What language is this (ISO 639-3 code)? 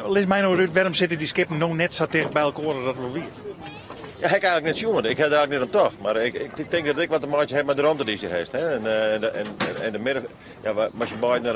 fry